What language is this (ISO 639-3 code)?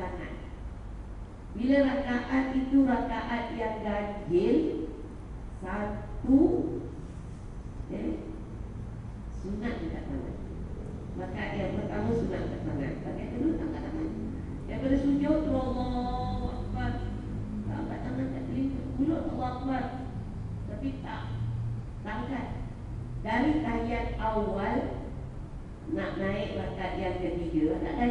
msa